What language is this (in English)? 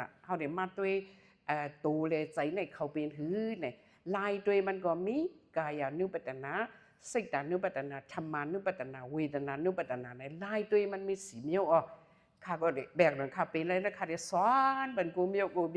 Shan